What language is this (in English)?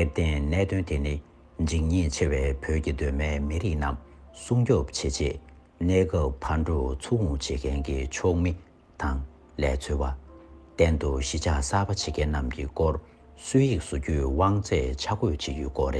Tibetan